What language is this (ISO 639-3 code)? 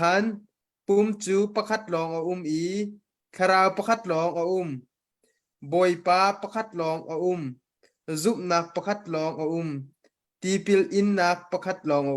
cnh